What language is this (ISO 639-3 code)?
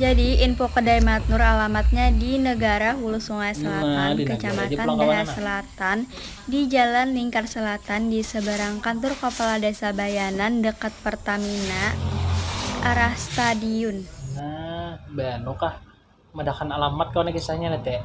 bjn